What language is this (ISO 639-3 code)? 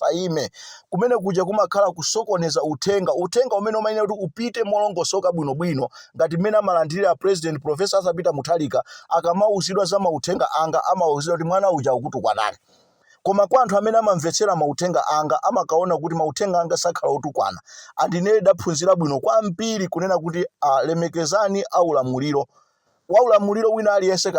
nya